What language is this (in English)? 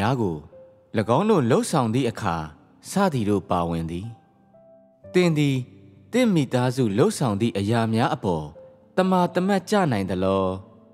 Burmese